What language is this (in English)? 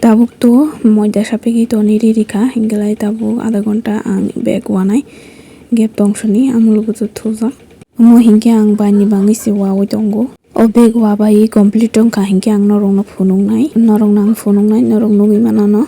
Kok Borok